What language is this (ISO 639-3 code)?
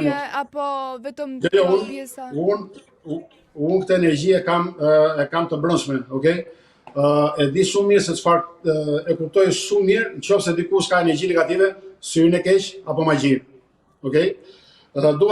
sqi